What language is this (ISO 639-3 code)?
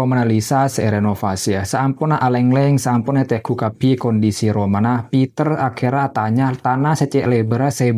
mad